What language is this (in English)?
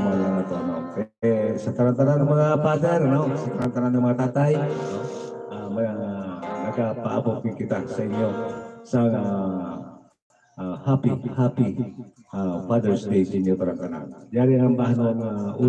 Hiligaynon